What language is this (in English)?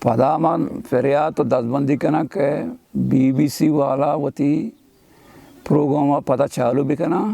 Baluchi